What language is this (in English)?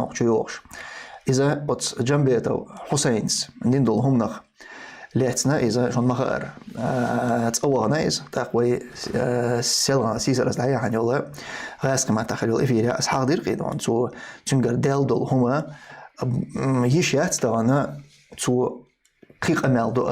Chechen